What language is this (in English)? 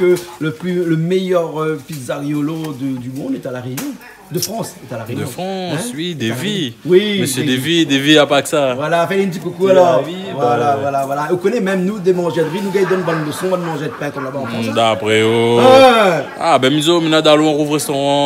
Réunion Creole French